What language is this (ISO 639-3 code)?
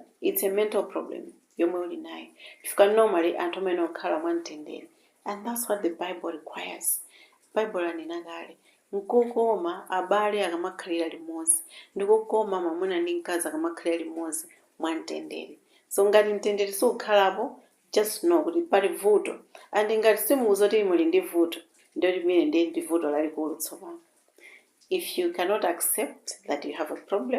nya